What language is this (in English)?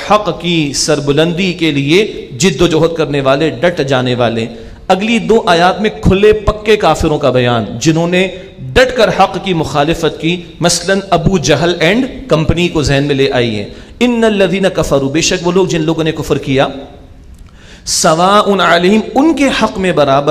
Urdu